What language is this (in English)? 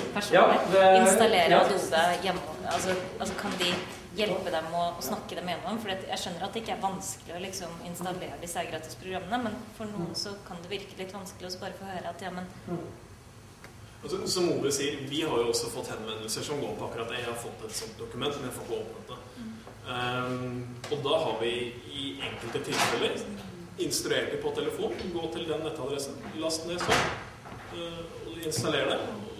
Norwegian